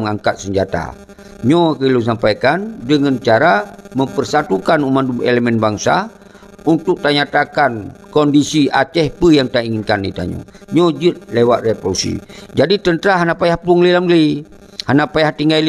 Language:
Achinese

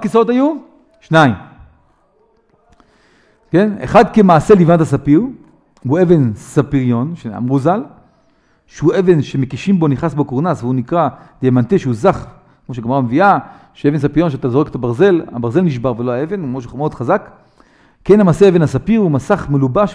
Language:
Hebrew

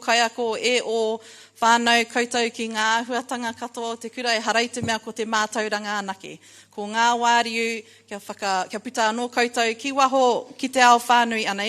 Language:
Māori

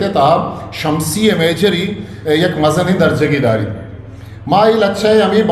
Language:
Eastern Balochi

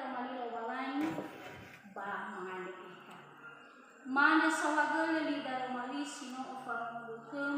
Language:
Nias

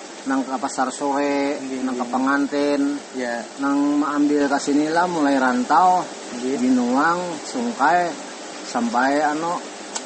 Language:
Banjar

